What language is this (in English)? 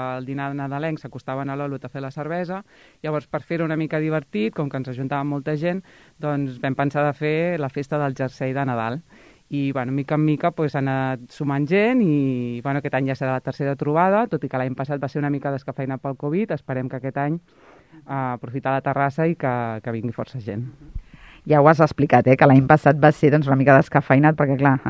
Catalan